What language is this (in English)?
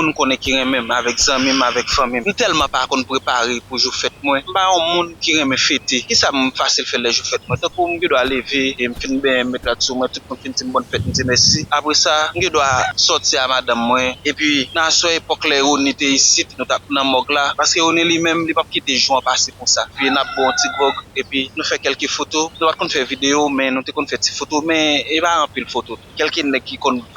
Haitian Creole